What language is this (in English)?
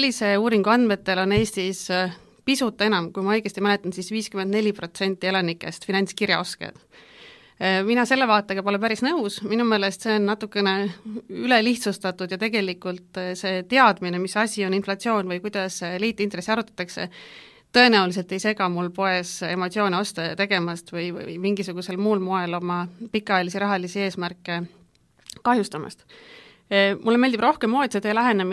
Estonian